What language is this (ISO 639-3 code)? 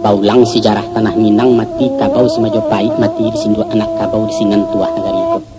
min